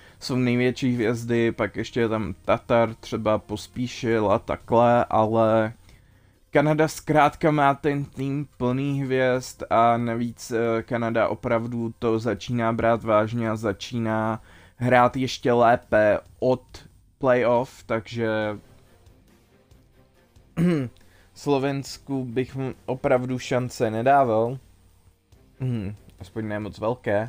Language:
Czech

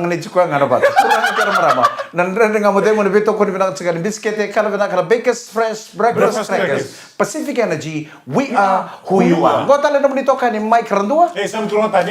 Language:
Fijian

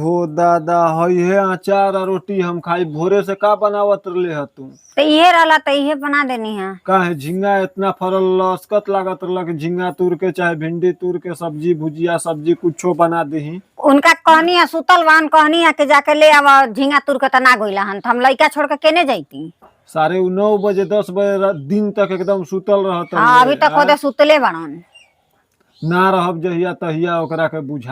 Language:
Bhojpuri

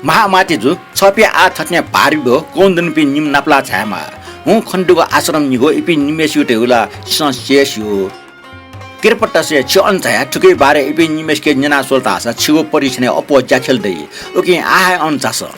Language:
Newari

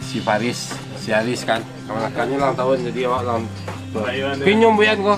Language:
Minangkabau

